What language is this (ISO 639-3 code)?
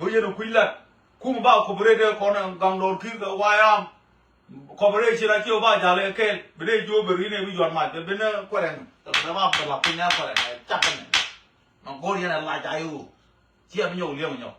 nus